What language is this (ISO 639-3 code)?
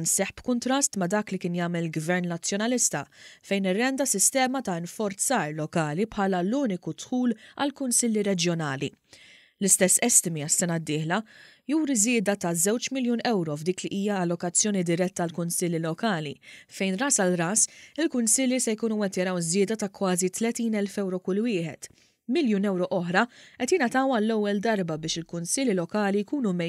mlt